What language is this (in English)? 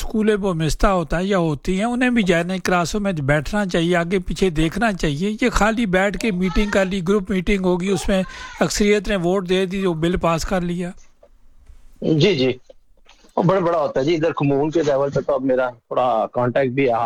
Urdu